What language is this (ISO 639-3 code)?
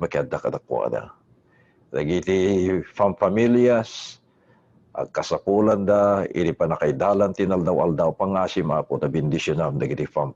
ilo